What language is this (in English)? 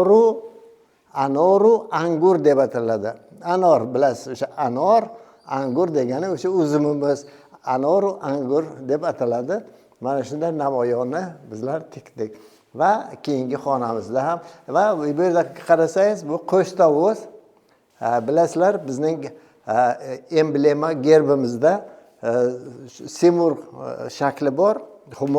Uzbek